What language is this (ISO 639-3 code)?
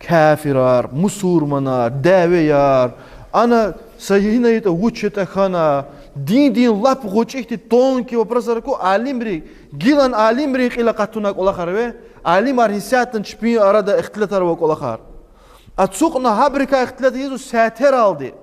lez